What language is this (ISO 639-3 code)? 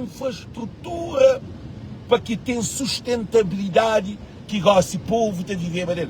kea